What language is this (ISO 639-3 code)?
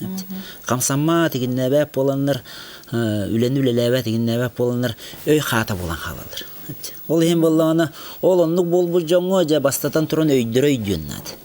sah